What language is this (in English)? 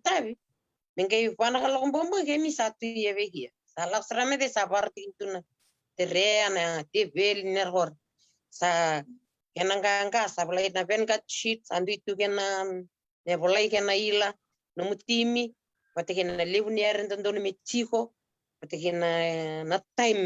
Fijian